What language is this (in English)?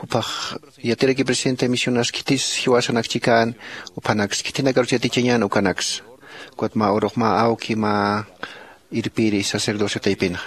Aymara